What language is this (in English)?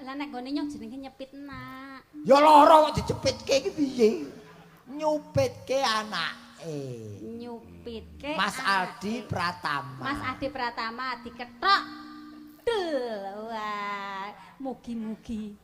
Javanese